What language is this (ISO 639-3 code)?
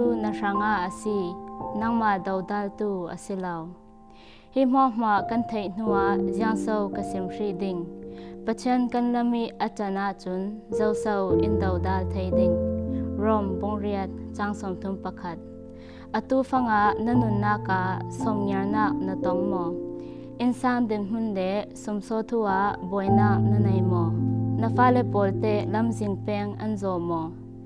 cfm